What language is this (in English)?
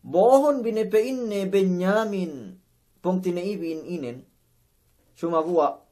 Yakan